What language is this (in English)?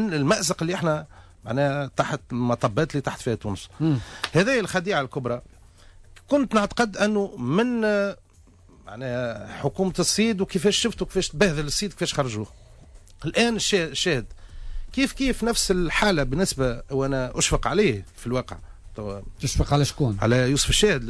Tunisian Arabic